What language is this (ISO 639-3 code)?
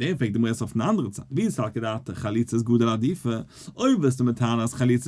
yid